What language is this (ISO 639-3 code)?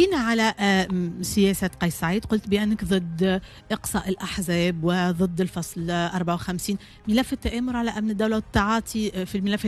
aeb